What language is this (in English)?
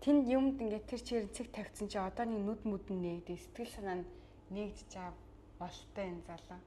Mongolian